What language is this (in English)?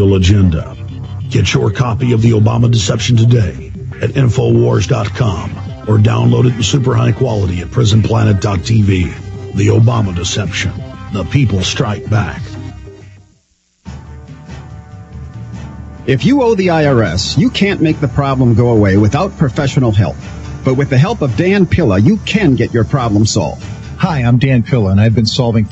English